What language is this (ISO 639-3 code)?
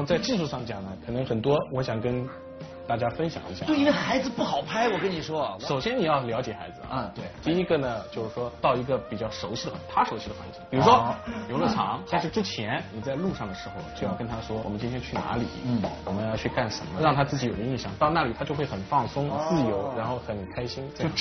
zho